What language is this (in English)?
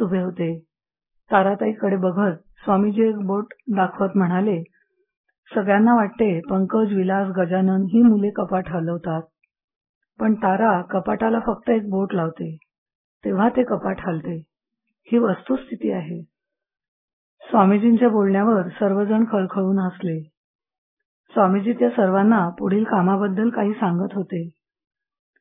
Marathi